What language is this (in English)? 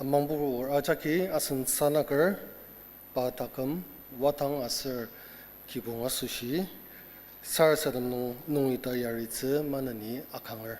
Ao Naga